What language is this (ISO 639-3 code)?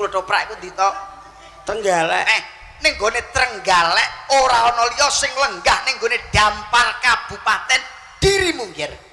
jav